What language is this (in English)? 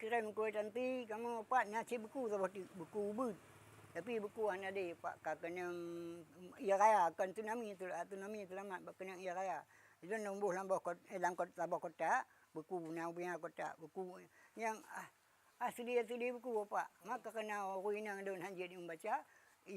Achinese